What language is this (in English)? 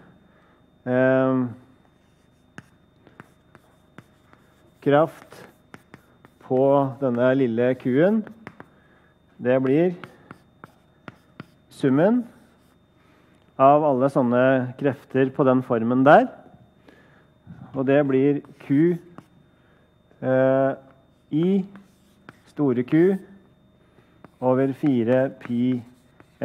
Norwegian